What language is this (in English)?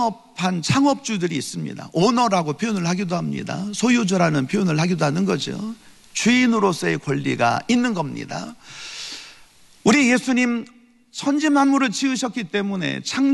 Korean